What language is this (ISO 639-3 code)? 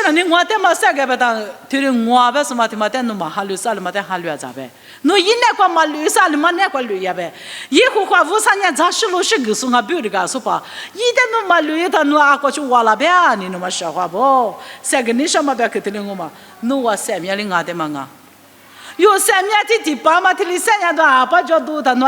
lis